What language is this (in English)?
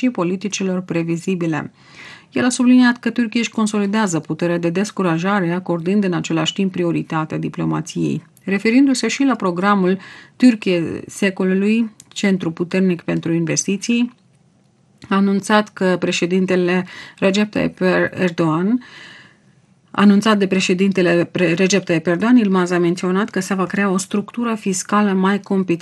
Romanian